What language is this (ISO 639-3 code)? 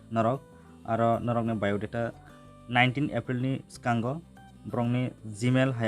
trp